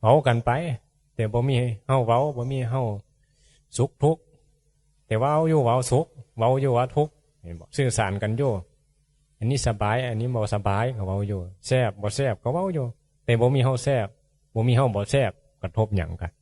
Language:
Northeastern Thai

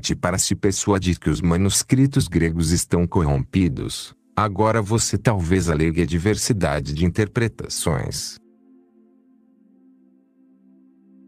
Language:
Portuguese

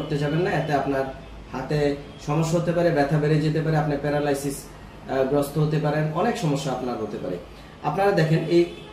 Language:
Bangla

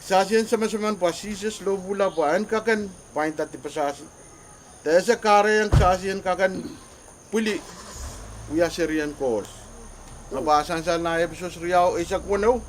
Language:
Pohnpeian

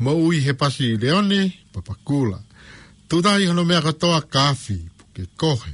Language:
Tongan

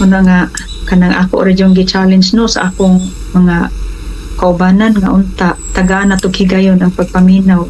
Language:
Cebuano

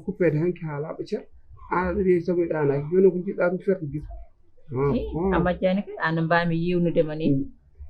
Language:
Fula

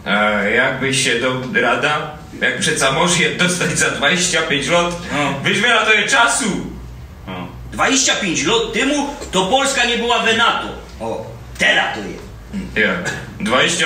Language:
Silesian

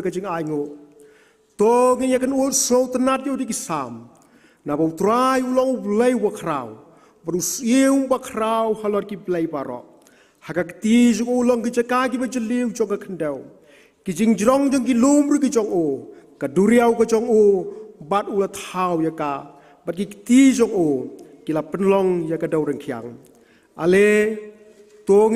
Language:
Khasi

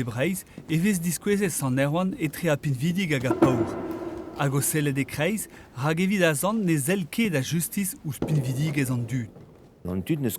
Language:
Breton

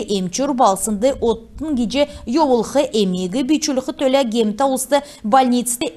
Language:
Kalmyk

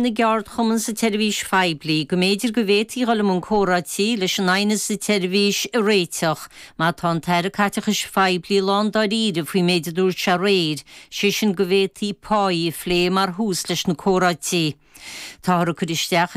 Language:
Irish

